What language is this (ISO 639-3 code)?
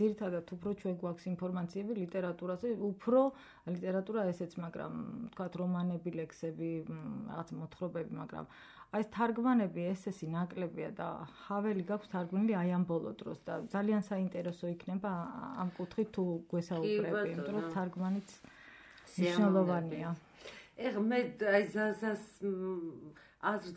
kat